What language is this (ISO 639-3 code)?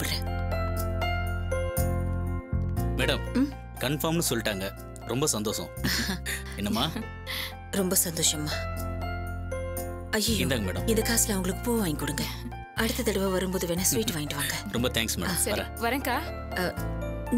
tam